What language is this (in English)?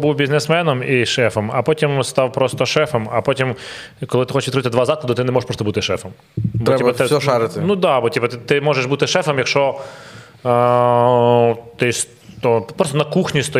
Ukrainian